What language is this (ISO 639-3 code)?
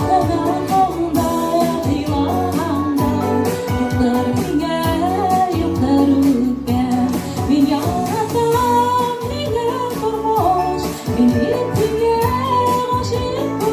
bak